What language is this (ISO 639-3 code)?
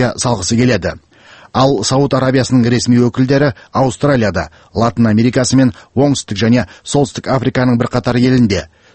kaz